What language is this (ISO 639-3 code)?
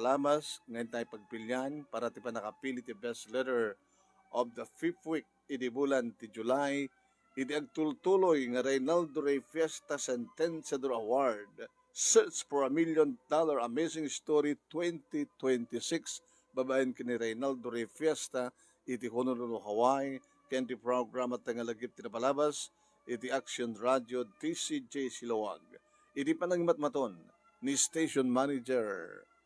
ilo